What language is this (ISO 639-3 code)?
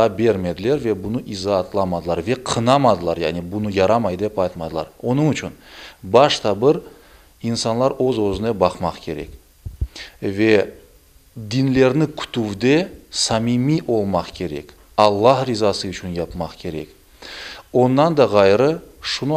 crh